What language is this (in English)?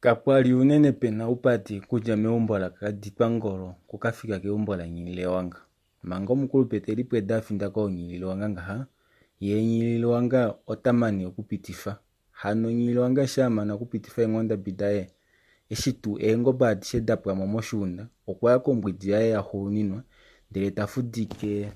Kuanyama